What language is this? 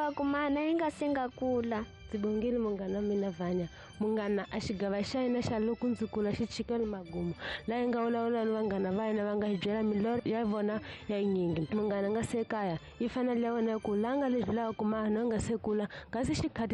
Tsonga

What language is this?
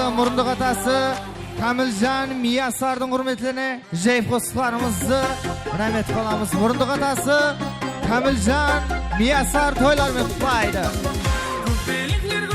Kara-Kalpak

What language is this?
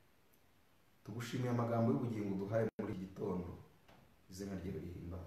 Kinyarwanda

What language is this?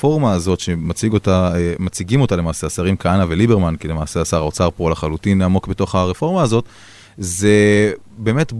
Hebrew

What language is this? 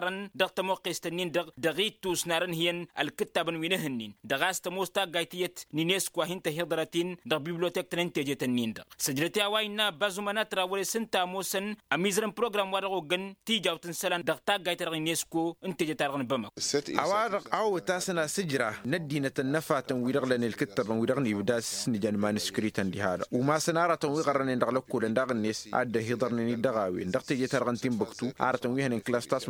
Tamasheq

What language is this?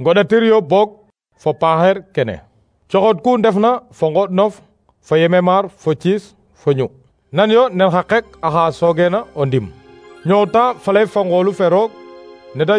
Serer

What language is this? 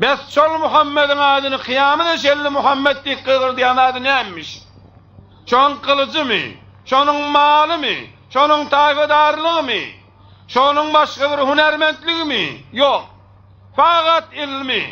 Turkmen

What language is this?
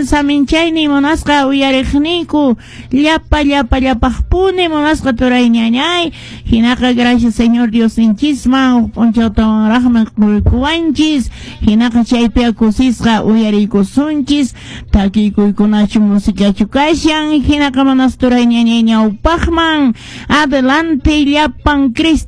Quechua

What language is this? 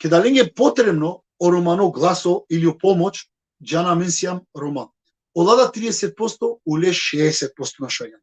Balkan Romani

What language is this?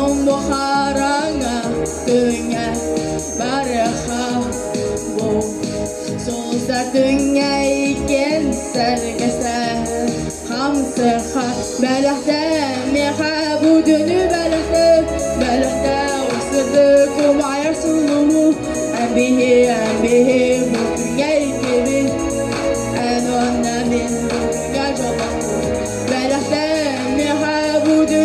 Yakut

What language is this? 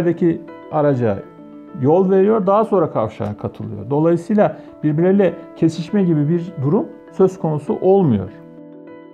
Turkish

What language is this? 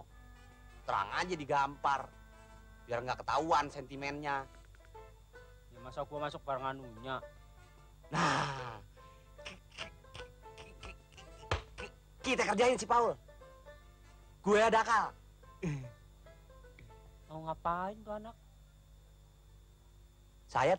Indonesian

